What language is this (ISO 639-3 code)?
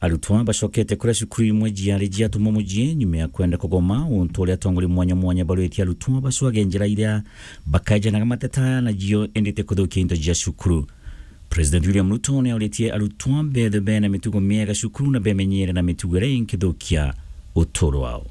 mer